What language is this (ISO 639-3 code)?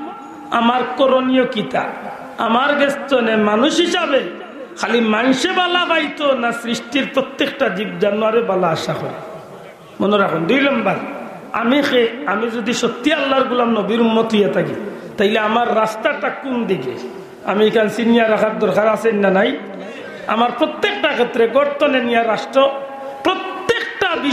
syl